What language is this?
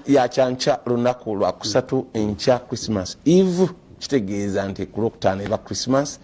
Ganda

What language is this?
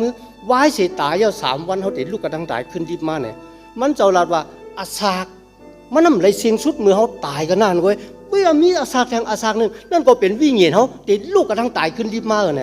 Shan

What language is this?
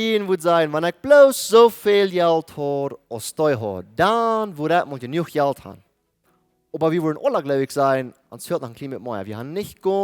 Plautdietsch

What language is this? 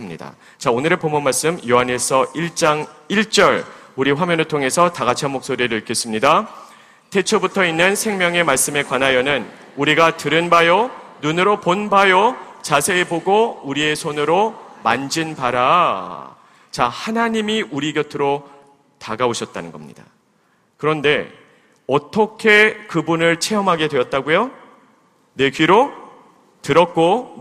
Korean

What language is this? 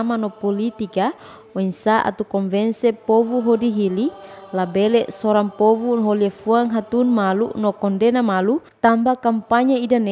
Tetum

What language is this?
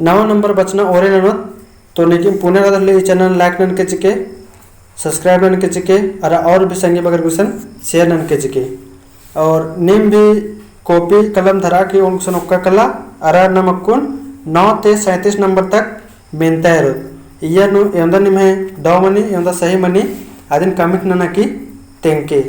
Kurukh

